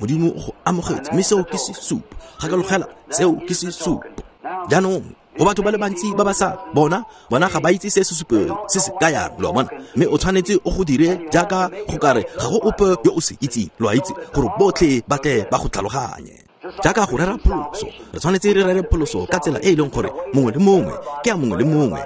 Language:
Tswana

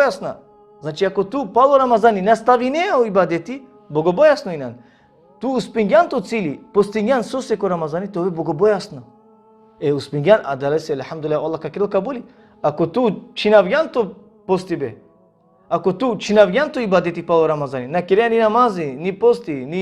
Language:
Balkan Romani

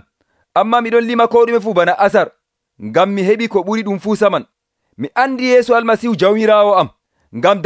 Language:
Nigerian Fulfulde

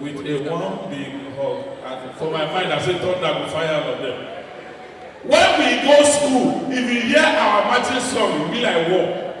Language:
Nigerian Pidgin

